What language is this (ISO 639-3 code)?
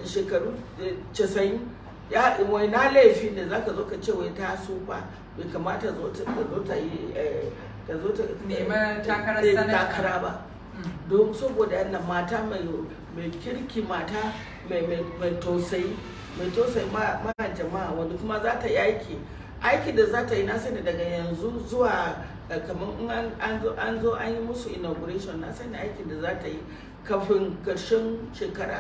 hau